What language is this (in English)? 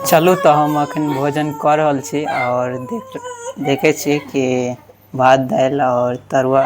Maithili